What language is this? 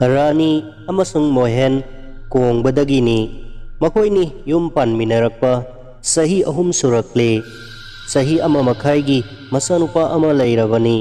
Manipuri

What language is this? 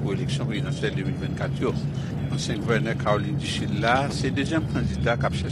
Haitian Creole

